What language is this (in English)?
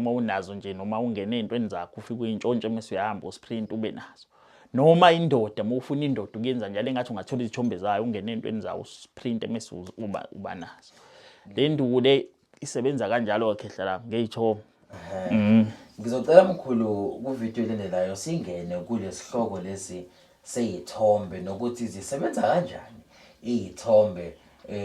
Zulu